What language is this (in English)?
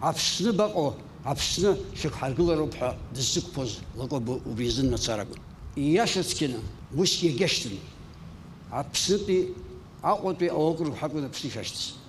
Abkhazian